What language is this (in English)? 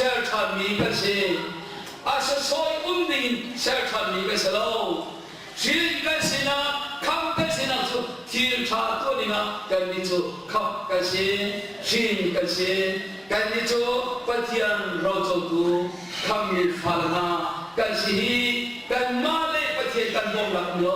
Hakha Chin